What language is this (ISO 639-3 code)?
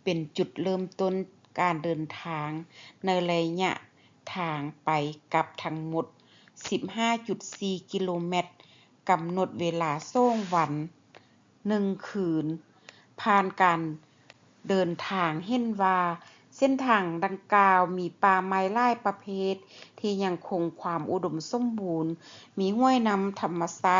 lao